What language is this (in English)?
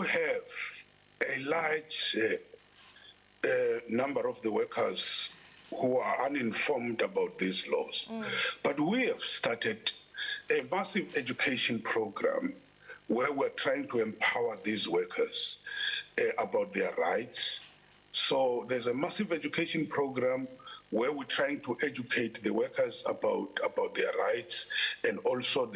English